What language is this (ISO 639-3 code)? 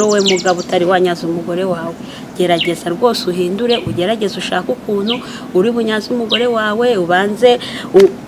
kin